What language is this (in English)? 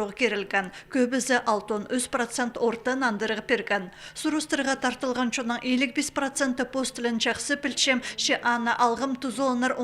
Khakas